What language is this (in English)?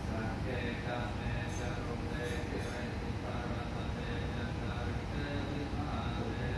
Pali